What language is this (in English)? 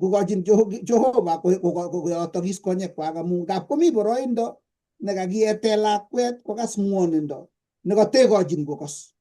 Kalenjin